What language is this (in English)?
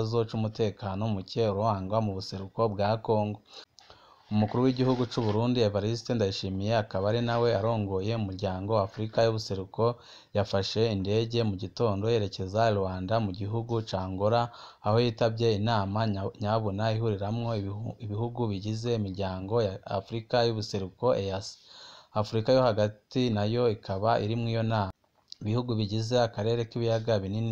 Rundi